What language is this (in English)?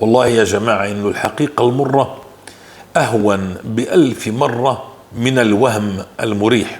North Levantine Arabic